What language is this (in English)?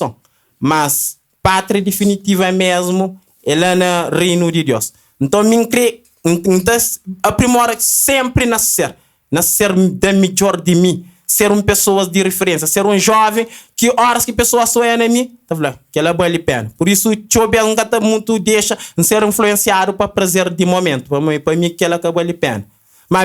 Kabuverdianu